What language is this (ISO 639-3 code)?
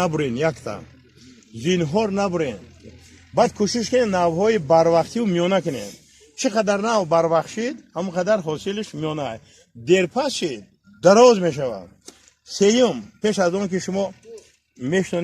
tgk